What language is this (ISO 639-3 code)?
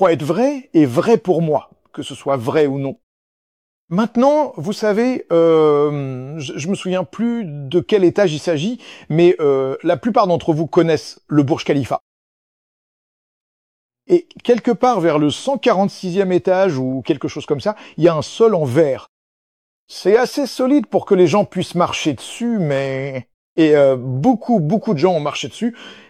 fra